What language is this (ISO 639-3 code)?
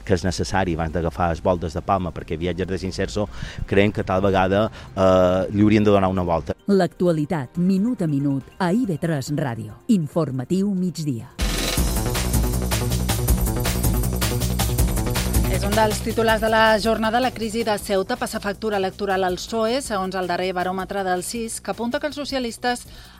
cat